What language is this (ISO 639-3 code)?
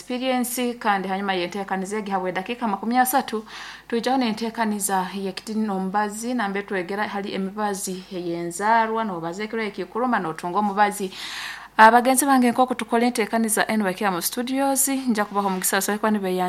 nyn